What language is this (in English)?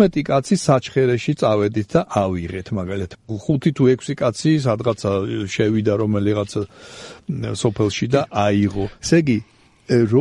Georgian